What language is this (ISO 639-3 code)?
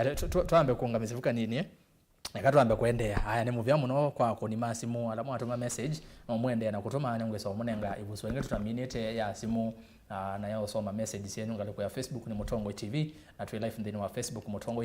kam